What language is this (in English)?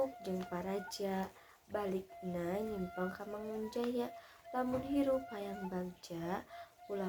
Sundanese